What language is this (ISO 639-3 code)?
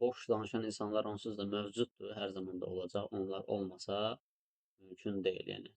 aze